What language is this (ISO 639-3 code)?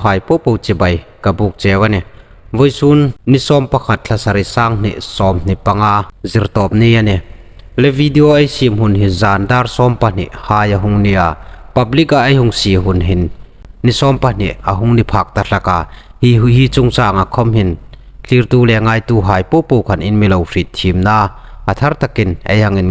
hmr